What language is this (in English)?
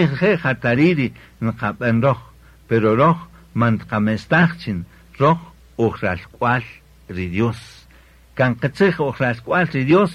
Kaqchikel